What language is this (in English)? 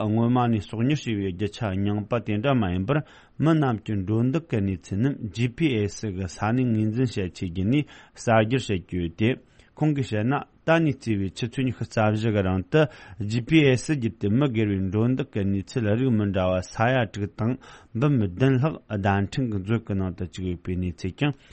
Tibetan